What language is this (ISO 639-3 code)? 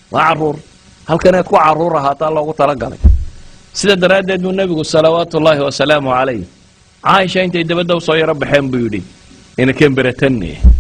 som